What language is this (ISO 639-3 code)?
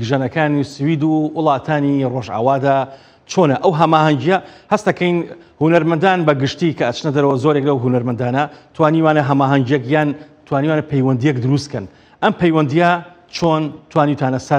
ckb